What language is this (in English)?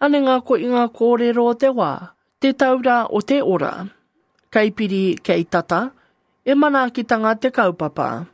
Māori